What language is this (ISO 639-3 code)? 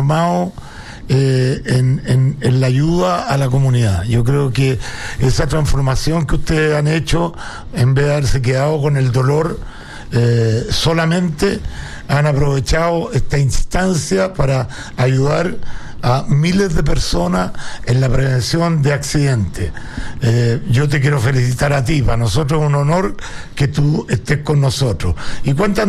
spa